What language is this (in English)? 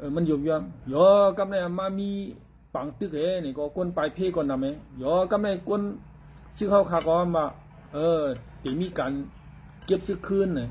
Shan